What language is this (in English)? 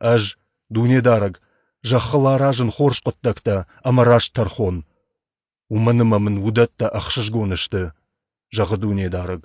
Ossetic